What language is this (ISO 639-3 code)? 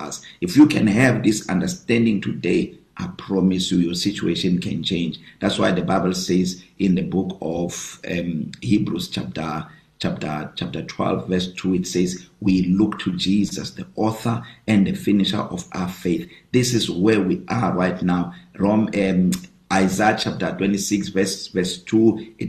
eng